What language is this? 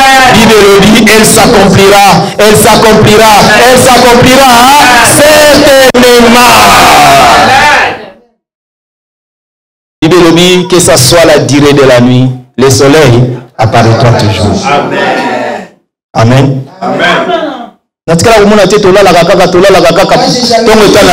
French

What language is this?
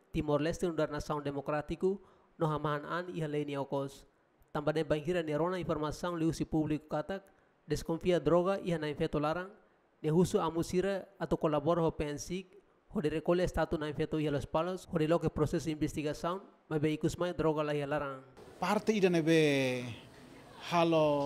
Tetum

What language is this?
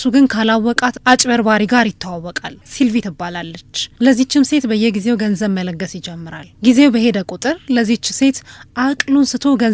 Amharic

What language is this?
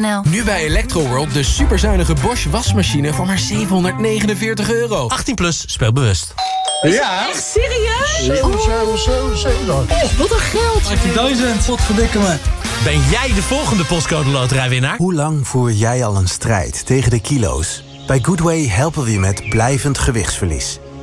Dutch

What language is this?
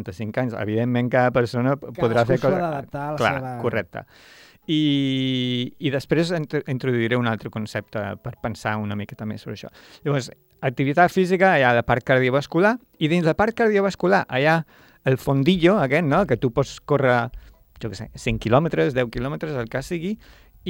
Catalan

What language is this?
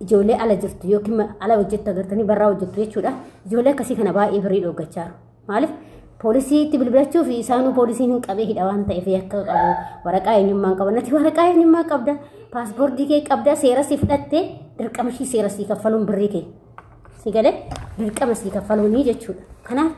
Oromo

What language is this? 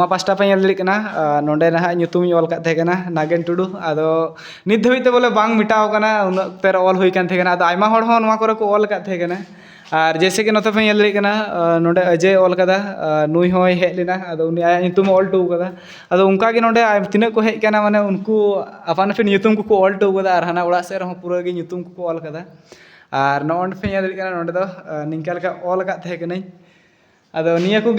Santali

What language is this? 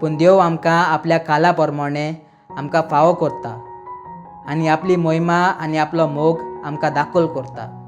Konkani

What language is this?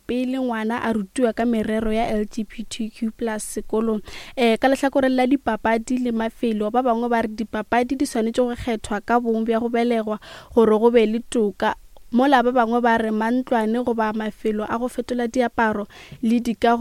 Northern Sotho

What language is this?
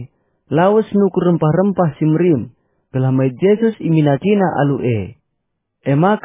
Batak Karo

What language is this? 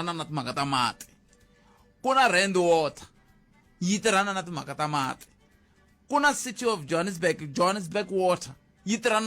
Tsonga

